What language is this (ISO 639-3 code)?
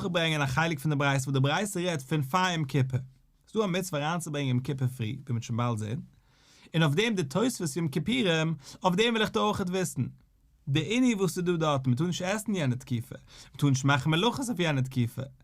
yid